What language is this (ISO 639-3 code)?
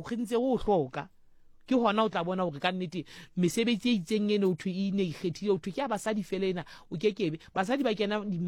sot